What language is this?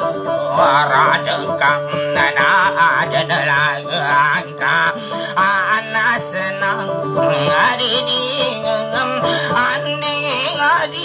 Indonesian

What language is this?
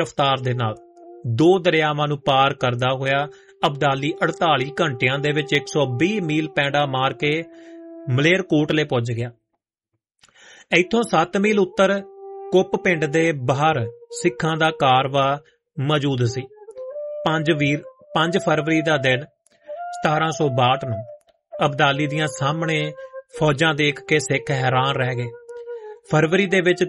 Punjabi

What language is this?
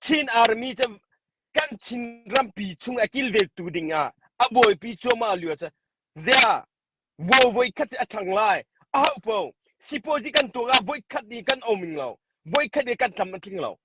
Hakha Chin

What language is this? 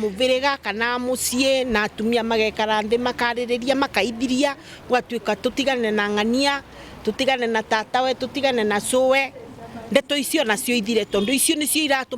Meru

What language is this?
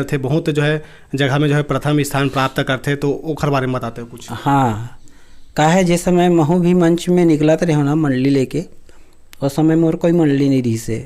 Chhattisgarhi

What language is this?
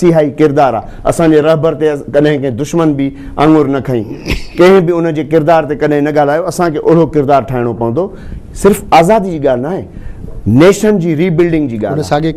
Sindhi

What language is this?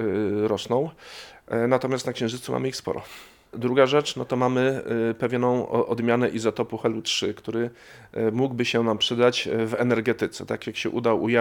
Polish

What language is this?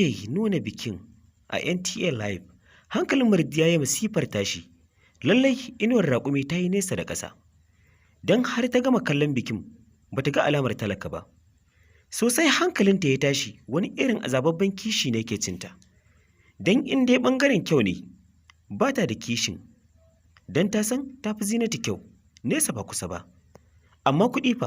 Hausa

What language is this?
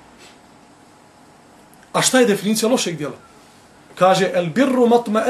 Bosnian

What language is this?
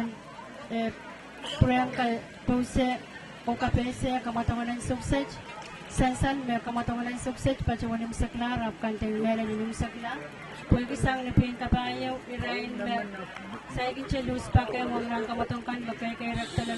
Pohnpeian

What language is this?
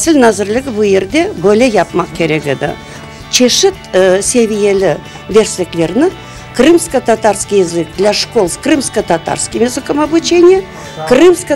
Crimean Tatar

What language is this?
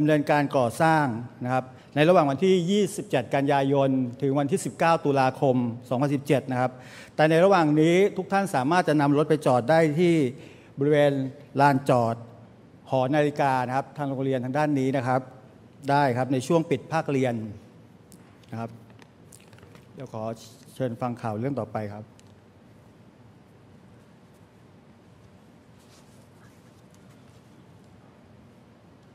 Thai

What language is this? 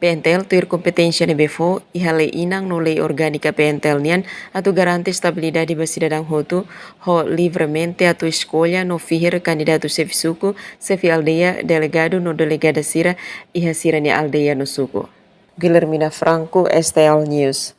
Tetum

